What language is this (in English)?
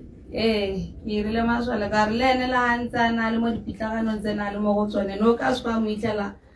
Tswana